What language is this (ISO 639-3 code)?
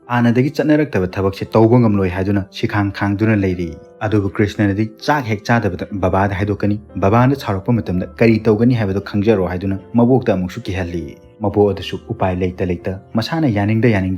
mni